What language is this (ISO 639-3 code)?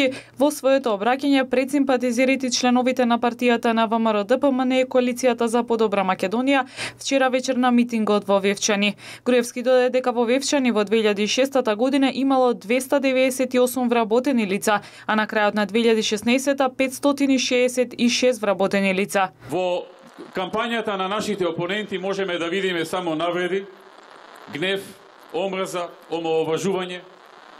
mkd